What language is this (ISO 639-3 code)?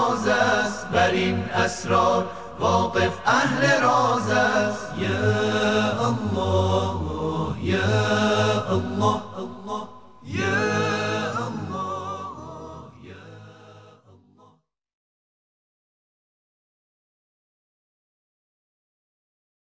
fas